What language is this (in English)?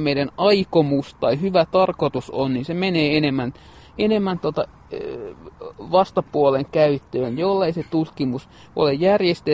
Finnish